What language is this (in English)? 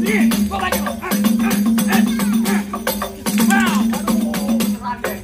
Betawi